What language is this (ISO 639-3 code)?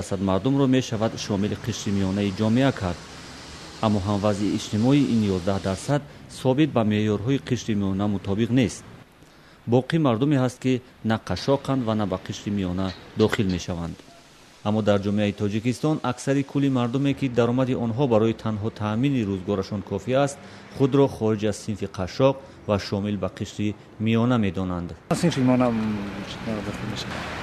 tgk